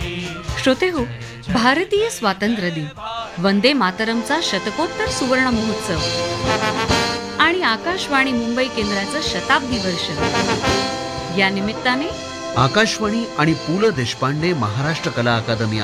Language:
Marathi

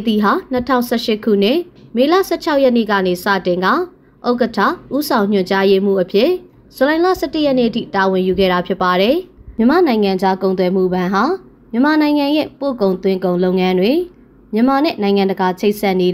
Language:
Burmese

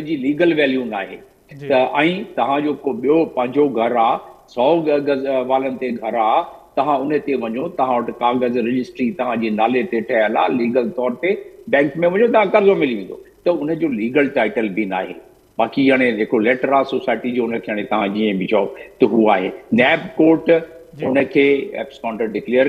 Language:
Sindhi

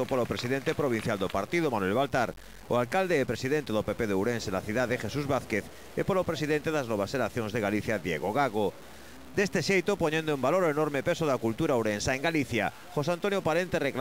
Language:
Galician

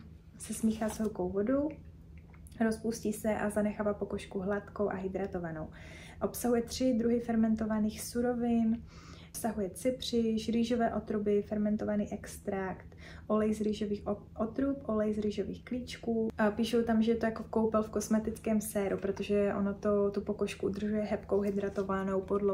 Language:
Czech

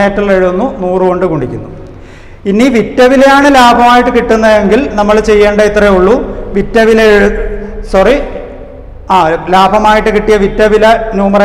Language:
Malayalam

